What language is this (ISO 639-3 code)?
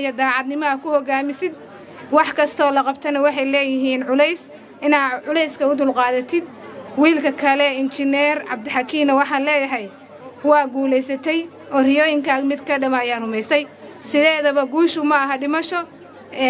som